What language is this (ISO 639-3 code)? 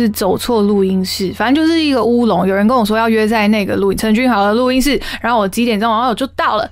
zho